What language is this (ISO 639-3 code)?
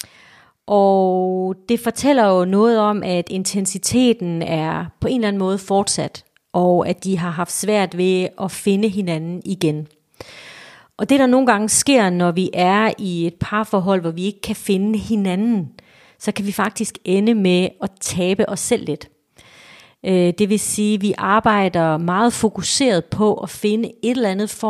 dan